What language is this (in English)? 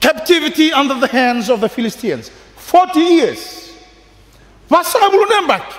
Fijian